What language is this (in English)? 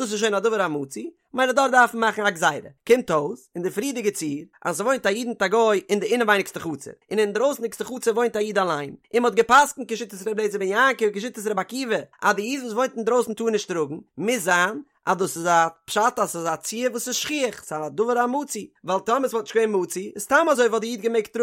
Yiddish